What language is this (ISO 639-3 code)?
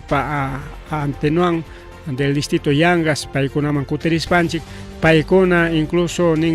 quy